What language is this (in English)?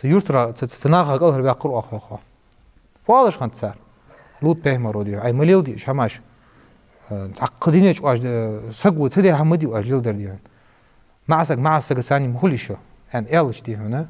Ingush